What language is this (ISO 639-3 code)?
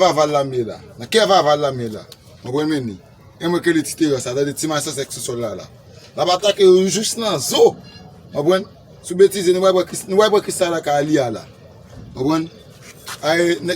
hat